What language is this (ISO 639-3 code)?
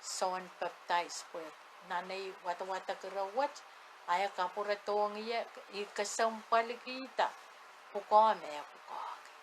pon